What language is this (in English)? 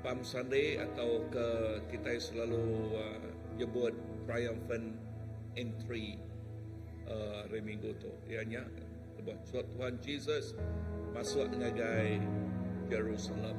Iban